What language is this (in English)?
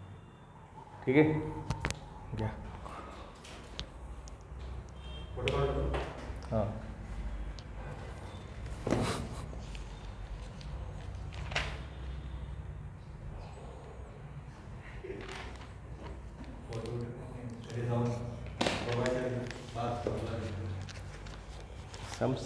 Marathi